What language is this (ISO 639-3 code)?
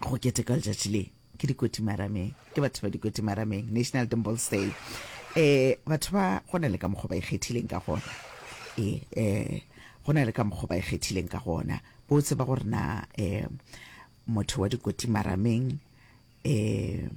nso